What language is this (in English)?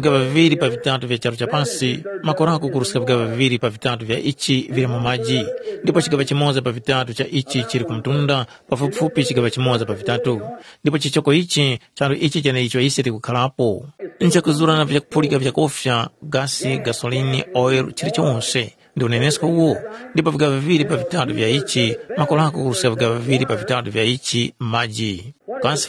Tumbuka